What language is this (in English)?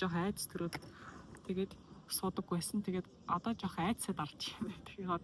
Mongolian